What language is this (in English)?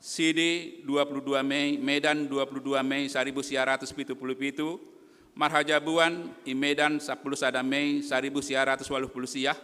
Batak Simalungun